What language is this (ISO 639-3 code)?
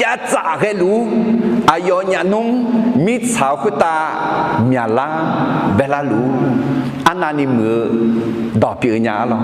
ahk